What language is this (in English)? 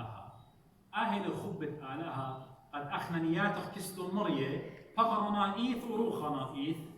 Assyrian Neo-Aramaic